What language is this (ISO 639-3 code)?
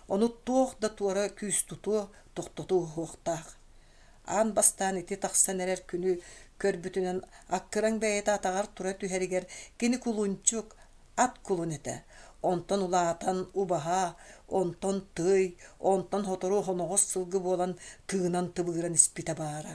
sah